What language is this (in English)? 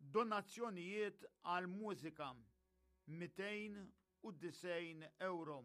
Maltese